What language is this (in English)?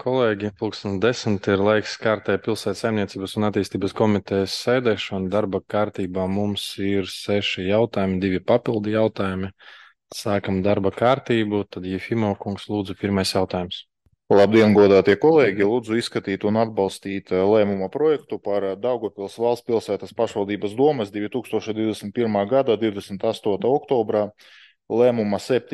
Latvian